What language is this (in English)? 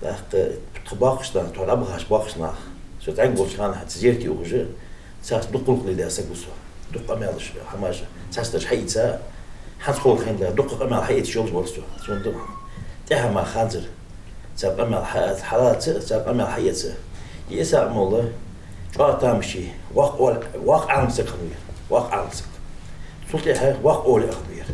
Ingush